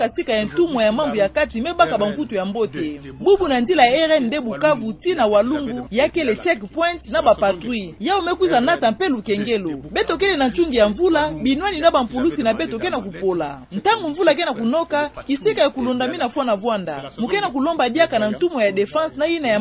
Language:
Kituba (Democratic Republic of Congo)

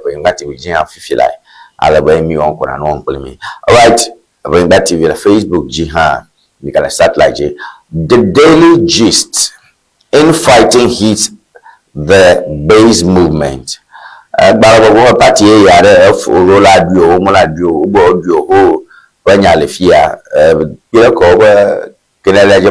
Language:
Ewe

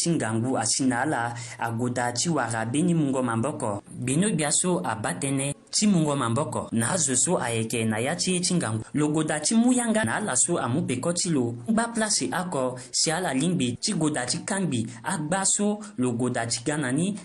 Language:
Sango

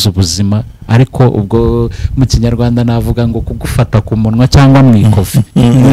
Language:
Kinyarwanda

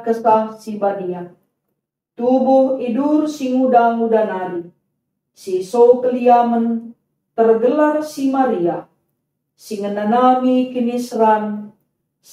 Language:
Batak Karo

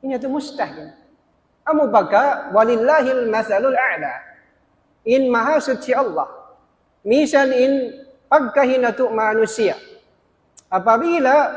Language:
Tausug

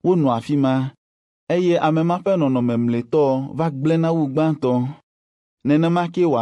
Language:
Ewe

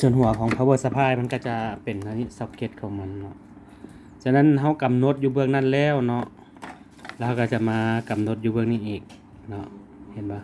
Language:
Lao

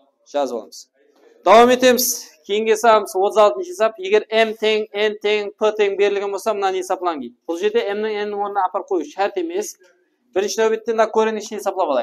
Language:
Kara-Kalpak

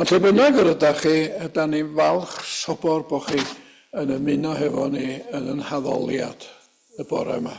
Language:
Welsh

